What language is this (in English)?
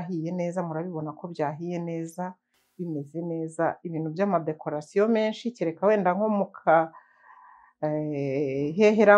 Kinyarwanda